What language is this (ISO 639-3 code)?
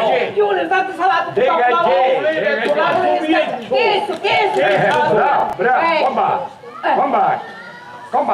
scn